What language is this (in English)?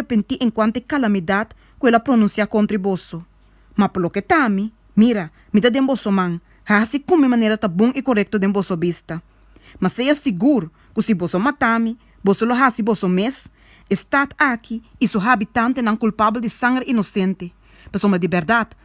Papiamento